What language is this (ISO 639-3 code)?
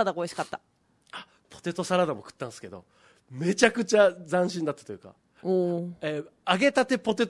jpn